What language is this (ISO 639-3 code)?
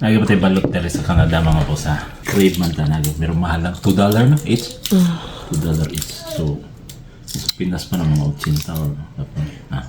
ceb